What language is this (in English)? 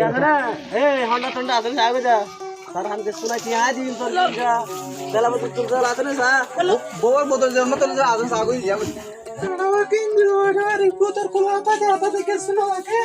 Rohingya